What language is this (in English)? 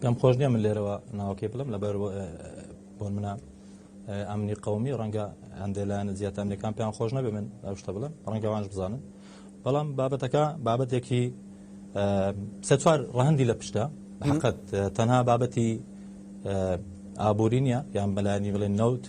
Central Kurdish